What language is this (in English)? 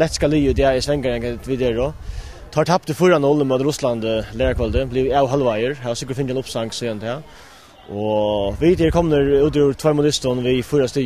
Faroese